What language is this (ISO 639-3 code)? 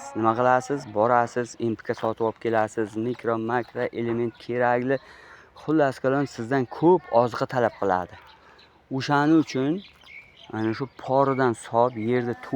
uzb